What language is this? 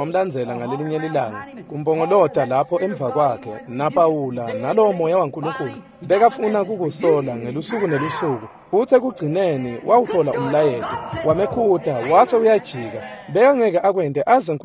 Swati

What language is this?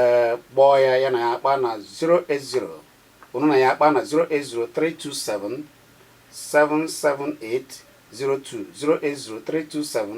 Igbo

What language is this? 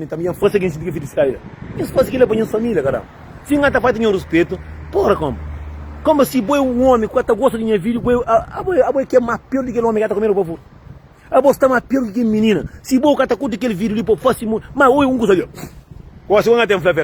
Kabuverdianu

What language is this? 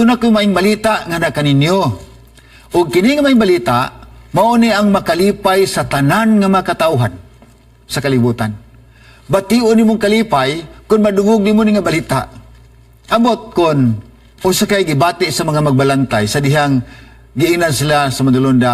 Cebuano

